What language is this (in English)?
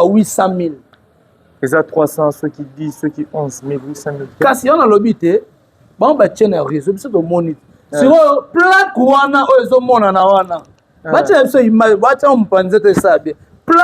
Lingala